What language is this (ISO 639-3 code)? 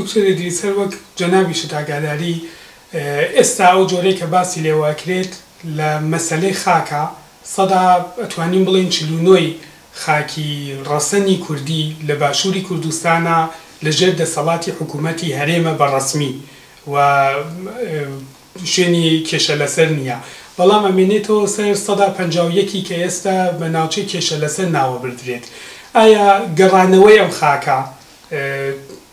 ckb